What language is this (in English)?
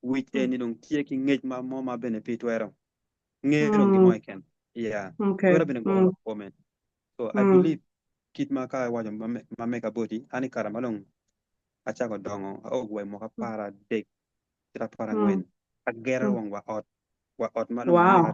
Acoli